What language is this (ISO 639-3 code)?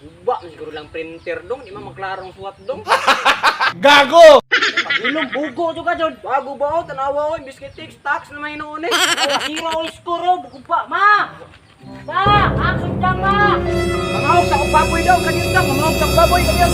ceb